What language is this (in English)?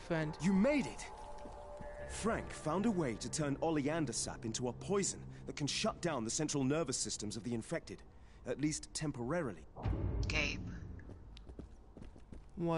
English